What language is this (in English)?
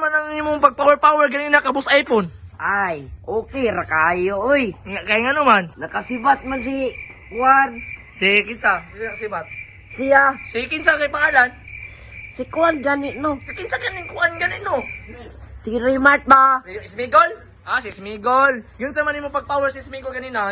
Cebuano